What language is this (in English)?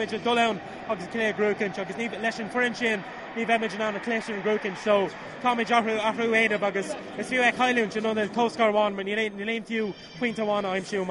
Irish